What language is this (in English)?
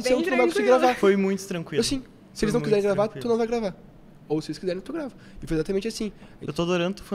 Portuguese